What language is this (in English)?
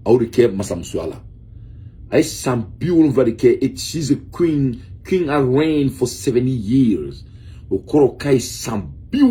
Bambara